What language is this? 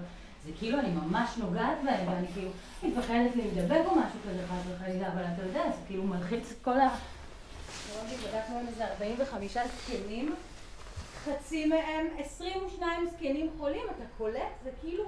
Hebrew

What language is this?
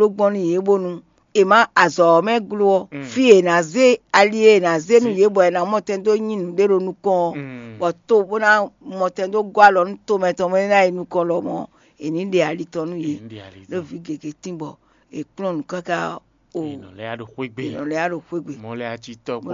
Fon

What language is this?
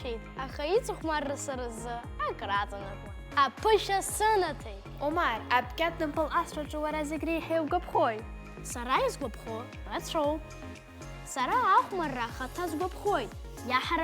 Abkhazian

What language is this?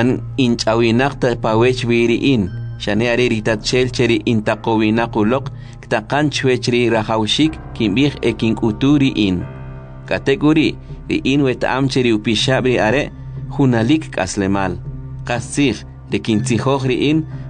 Kʼicheʼ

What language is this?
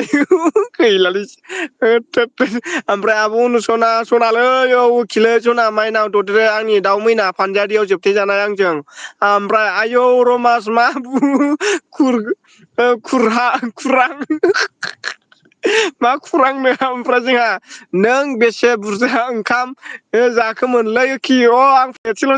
Bodo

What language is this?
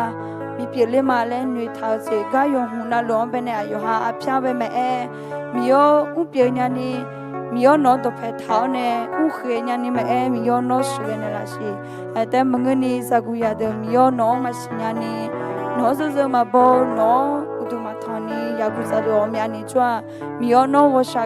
Akha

